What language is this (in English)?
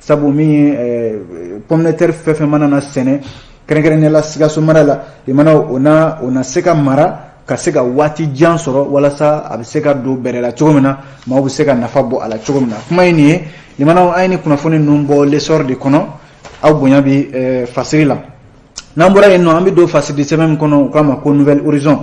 Bambara